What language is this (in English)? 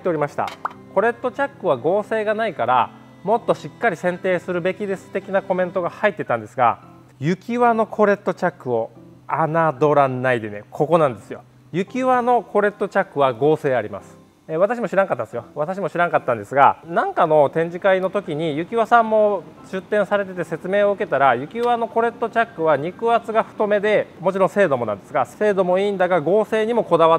Japanese